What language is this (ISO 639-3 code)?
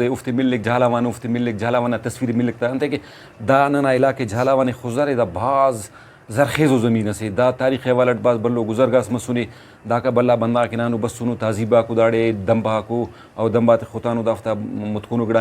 brh